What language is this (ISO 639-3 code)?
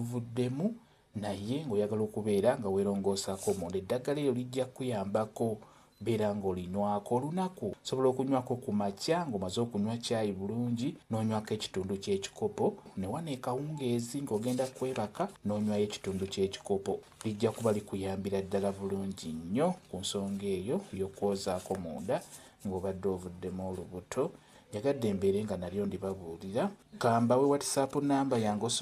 lug